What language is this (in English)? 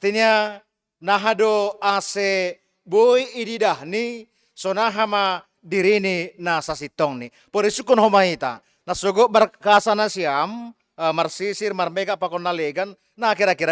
Batak Simalungun